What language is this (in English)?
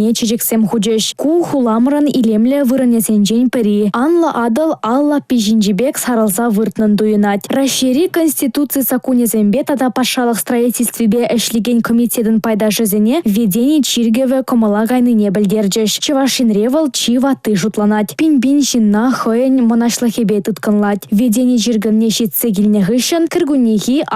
Chuvash